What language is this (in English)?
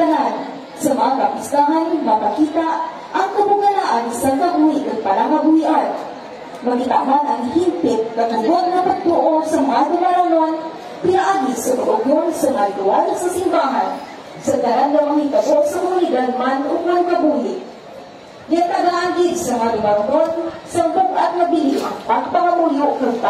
Hiligaynon